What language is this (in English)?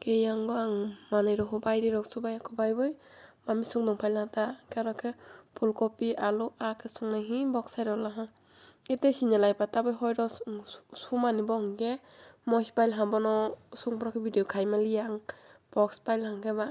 Kok Borok